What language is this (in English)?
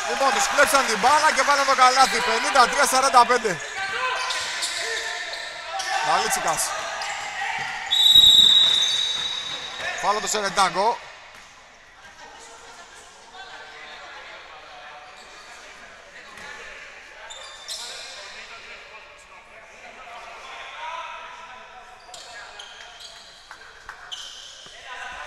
Greek